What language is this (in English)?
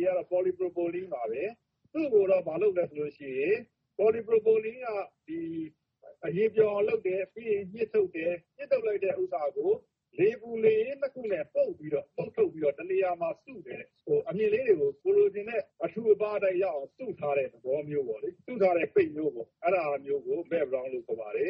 Burmese